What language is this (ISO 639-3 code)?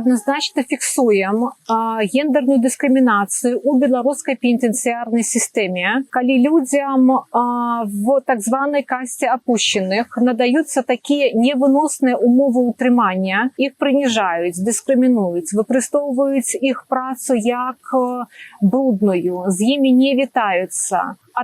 bel